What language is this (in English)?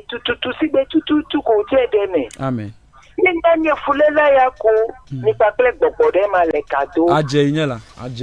Ewe